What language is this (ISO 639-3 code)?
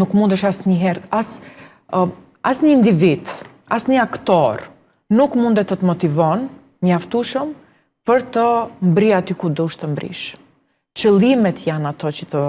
sqi